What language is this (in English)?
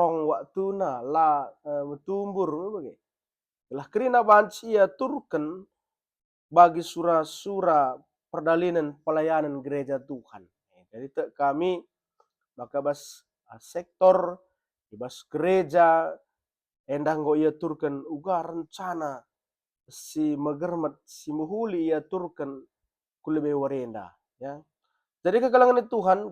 Batak Karo